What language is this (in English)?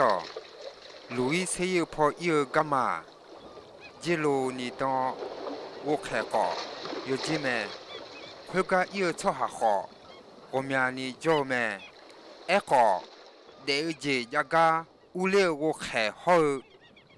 Akha